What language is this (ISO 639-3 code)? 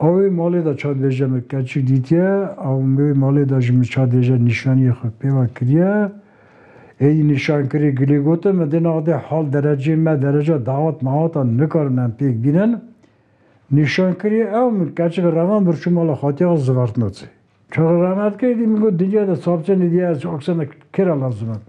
kur